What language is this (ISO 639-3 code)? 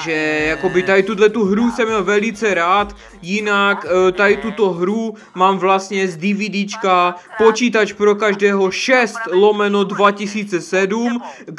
ces